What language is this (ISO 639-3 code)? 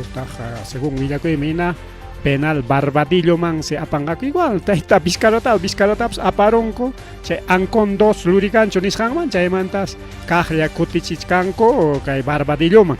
quy